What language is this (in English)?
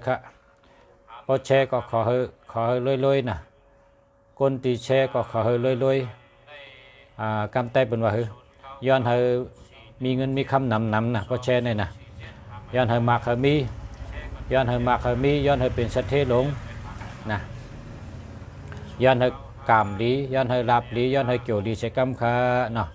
Shan